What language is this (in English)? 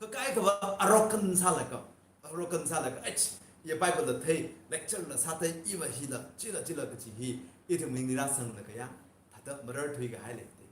Tangkhul Naga (India)